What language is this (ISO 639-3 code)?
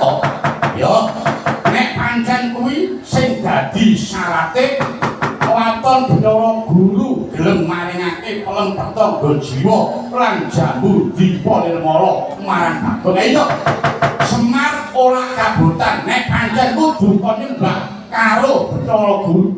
jav